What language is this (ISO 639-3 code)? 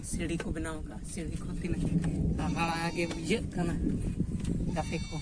sat